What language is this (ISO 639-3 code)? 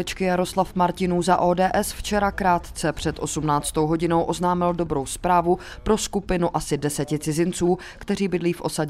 ces